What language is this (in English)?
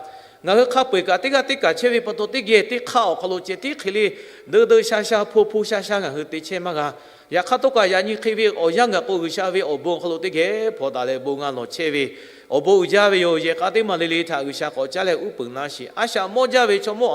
Lahu